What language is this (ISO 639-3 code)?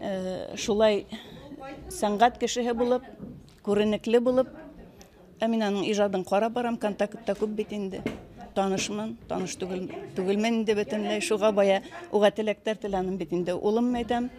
bak